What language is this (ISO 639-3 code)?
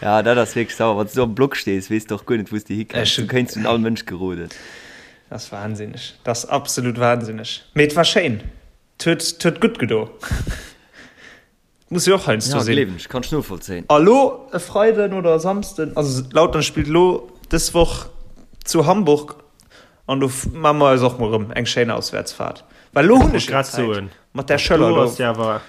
ltz